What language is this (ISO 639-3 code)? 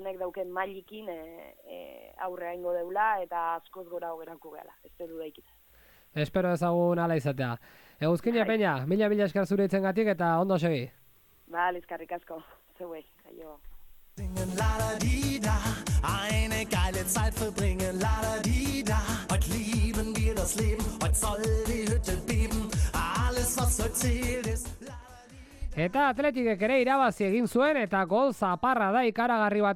eus